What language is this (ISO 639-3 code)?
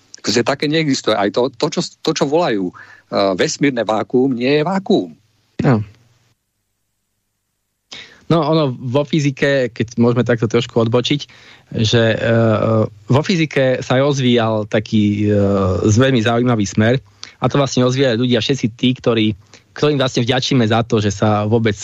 slk